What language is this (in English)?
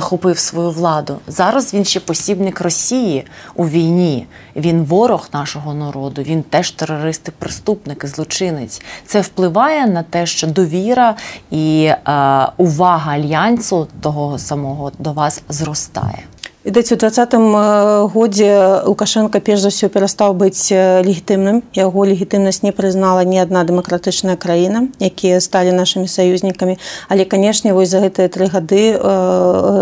Belarusian